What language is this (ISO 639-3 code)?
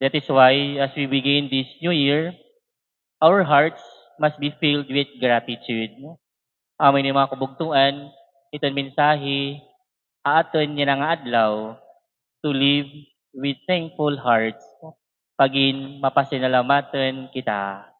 war